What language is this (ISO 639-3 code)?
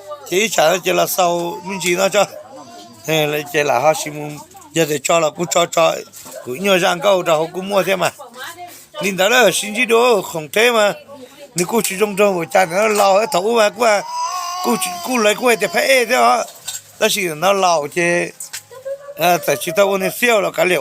hmn